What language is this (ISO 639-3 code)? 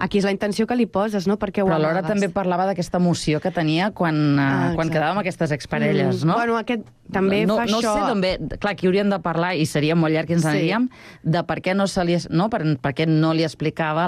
cat